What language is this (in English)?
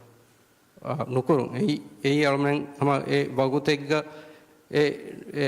Divehi